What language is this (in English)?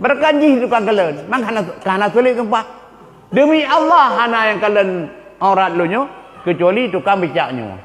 Achinese